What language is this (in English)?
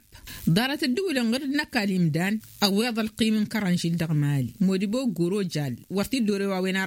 Tamasheq